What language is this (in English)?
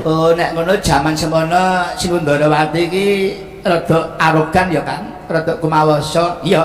Javanese